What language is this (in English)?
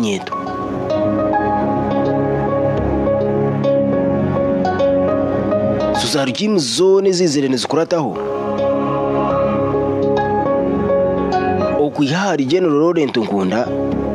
Kinyarwanda